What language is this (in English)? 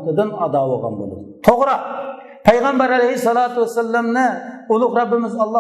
Uyghur